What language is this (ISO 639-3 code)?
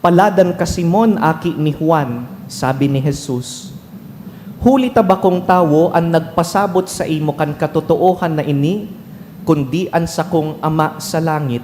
bik